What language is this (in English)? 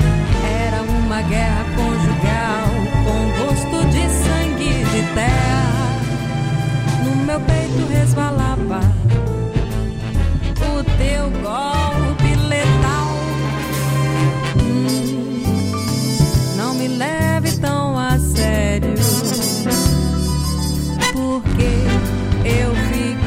Portuguese